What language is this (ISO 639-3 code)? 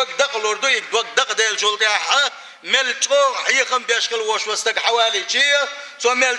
che